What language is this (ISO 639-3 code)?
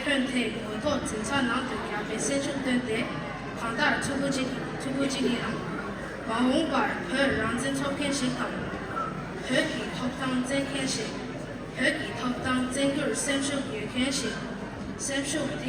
bod